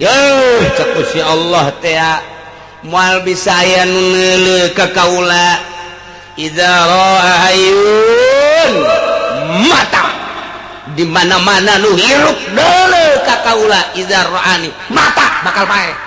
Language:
Sundanese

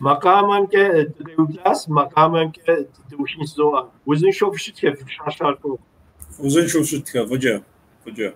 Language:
Kabardian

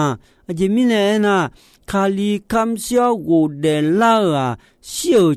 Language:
Akha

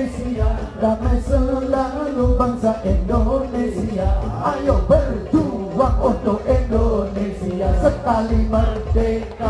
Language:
Indonesian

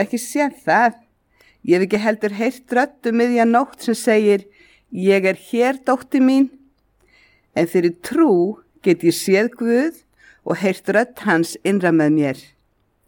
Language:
Icelandic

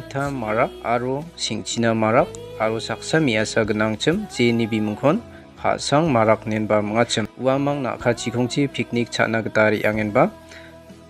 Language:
Garo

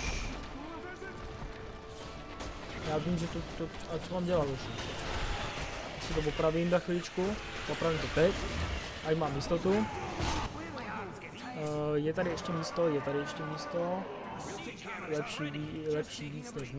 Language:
Czech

